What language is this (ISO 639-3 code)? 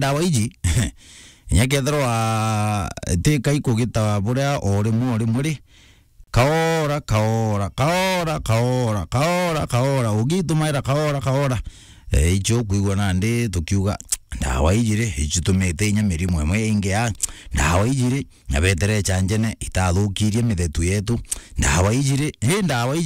mer